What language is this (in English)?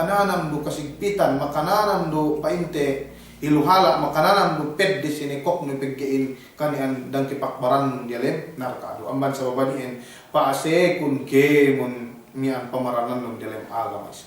Yakan